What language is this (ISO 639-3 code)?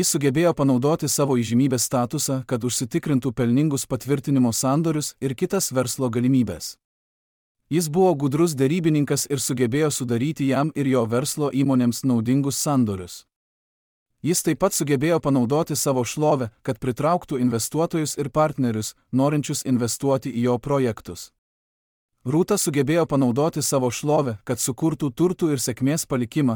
lit